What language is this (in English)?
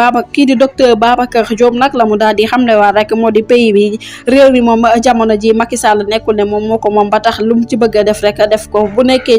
Wolof